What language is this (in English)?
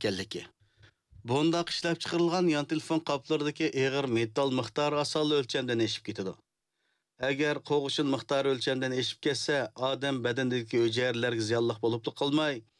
Uyghur